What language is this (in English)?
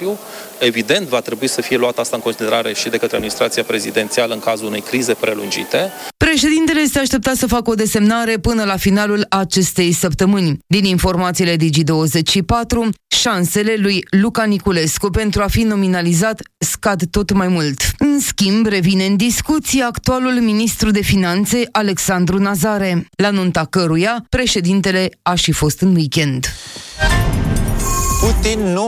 Romanian